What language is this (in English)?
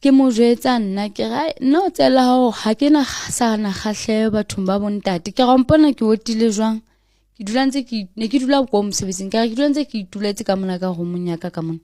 Southern Sotho